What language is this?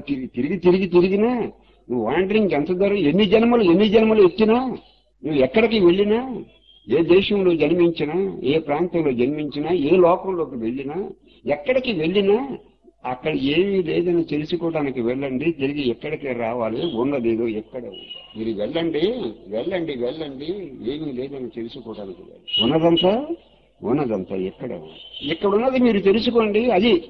Telugu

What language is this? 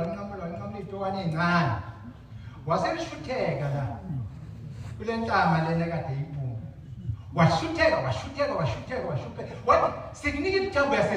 Zulu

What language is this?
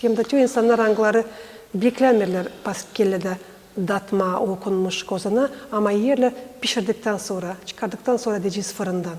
Gagauz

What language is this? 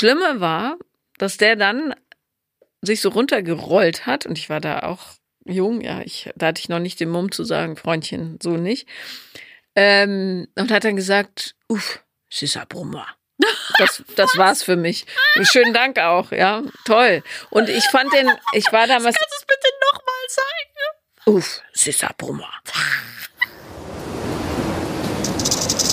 German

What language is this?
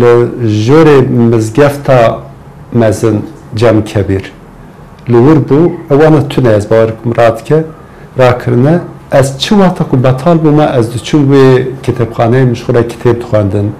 Kurdish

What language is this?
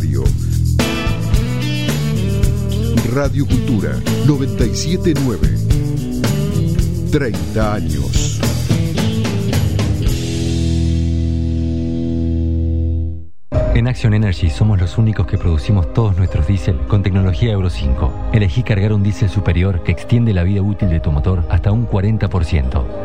Spanish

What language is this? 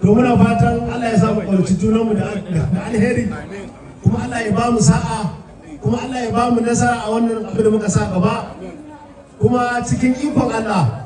Hausa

